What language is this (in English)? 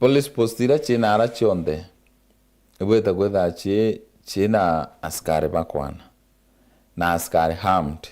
Meru